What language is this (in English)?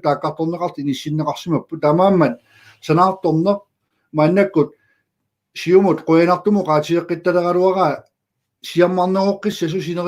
Kalaallisut